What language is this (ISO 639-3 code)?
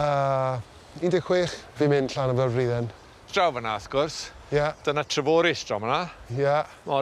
cym